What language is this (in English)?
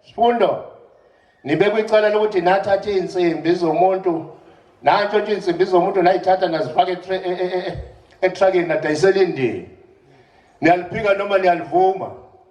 Zulu